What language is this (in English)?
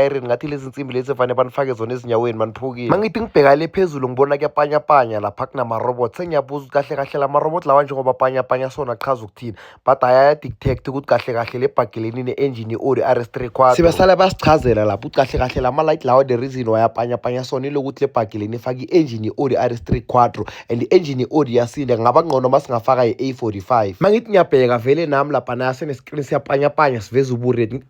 Zulu